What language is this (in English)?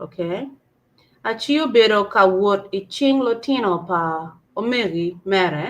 Acoli